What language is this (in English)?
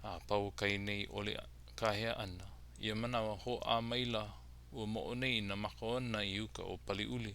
Hawaiian